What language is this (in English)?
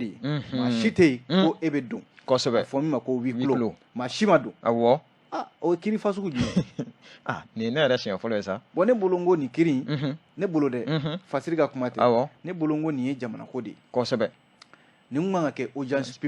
Bambara